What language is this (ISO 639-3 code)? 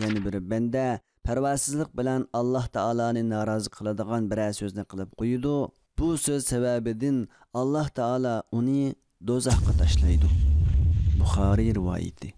uig